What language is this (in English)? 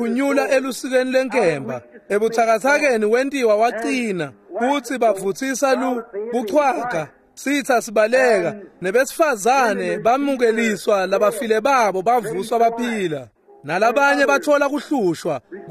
Swati